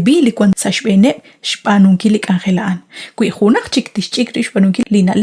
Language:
Kekchí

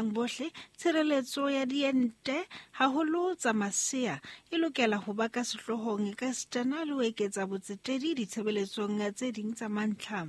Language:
Southern Sotho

